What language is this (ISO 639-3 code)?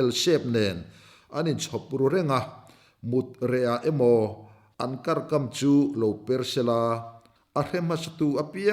lus